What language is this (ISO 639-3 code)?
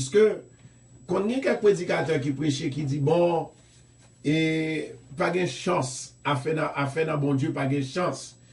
hat